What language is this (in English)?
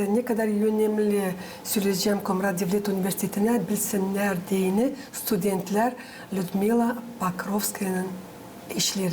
Gagauz